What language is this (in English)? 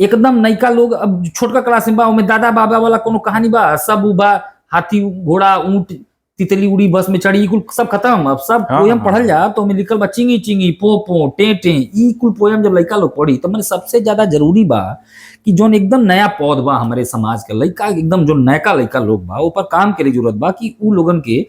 Bhojpuri